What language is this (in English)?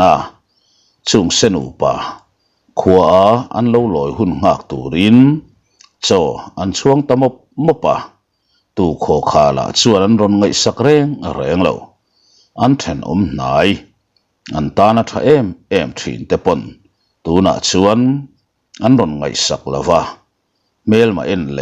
Mizo